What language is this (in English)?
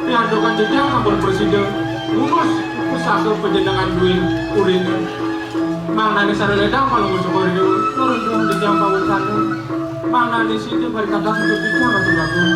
Balinese